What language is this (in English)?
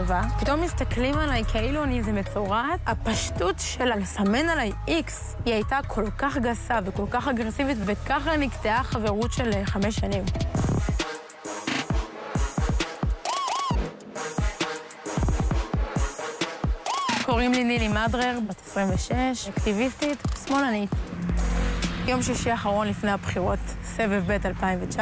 Hebrew